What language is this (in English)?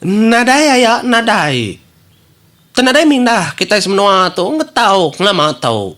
Iban